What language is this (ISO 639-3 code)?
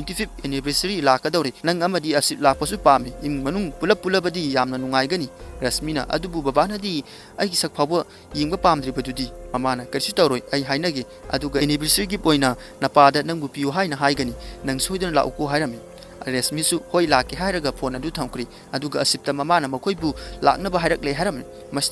mni